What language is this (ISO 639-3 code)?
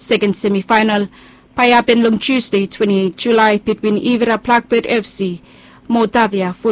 bis